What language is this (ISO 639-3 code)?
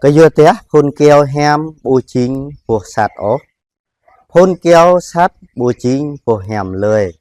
jra